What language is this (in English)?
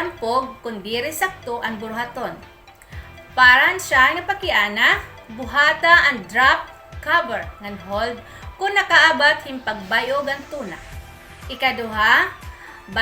Waray